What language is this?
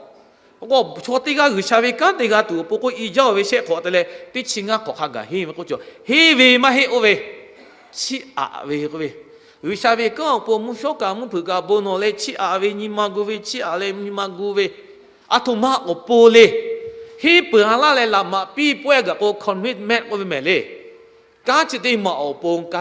Lahu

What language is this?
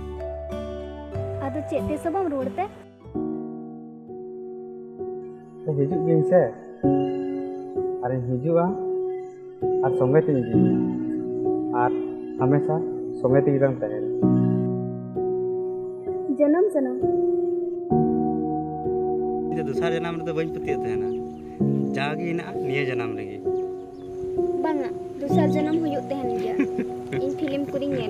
Santali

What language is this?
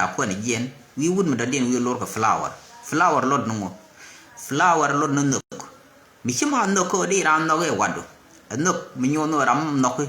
Nuer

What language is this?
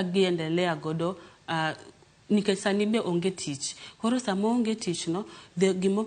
Luo (Kenya and Tanzania)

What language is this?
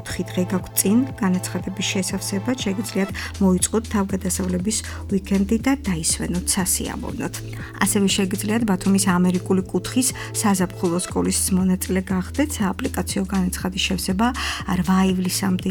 Georgian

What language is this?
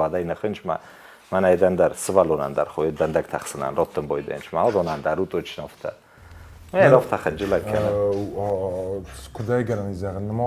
Ossetic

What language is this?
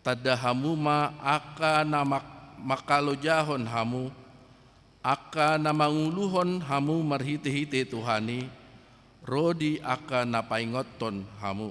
Batak Toba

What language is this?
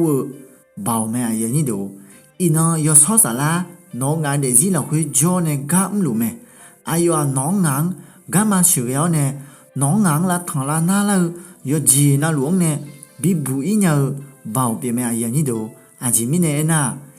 Akha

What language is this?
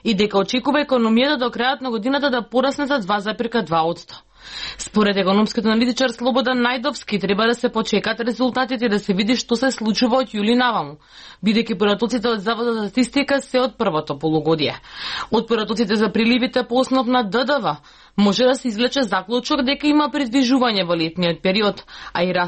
Macedonian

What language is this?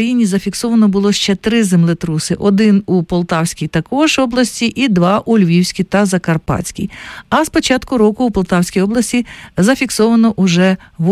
Ukrainian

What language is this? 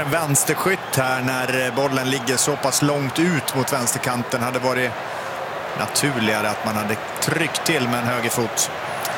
Swedish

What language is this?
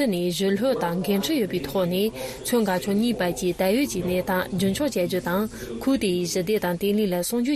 Tibetan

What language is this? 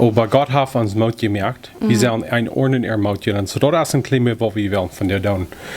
Plautdietsch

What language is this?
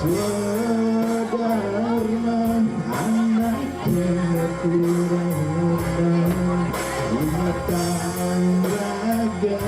Balinese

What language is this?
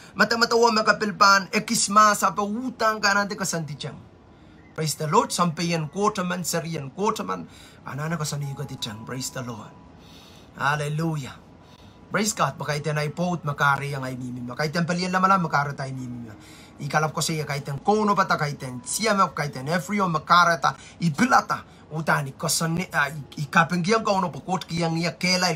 Pohnpeian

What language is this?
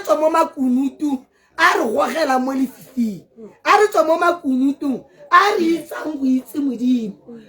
Tswana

